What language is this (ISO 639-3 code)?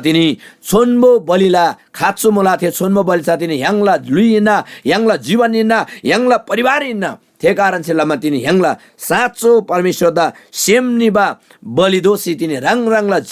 taj